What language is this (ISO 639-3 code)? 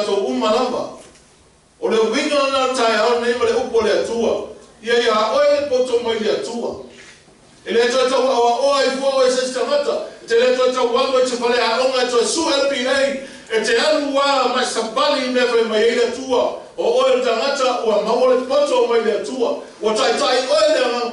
smo